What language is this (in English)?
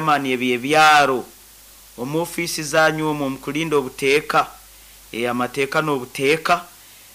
Nyankole